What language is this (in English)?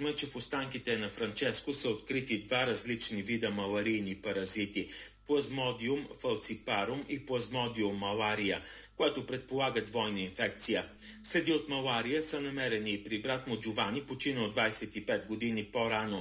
Bulgarian